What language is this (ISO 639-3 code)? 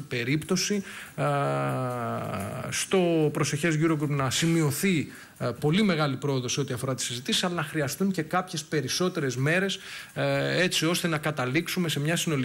ell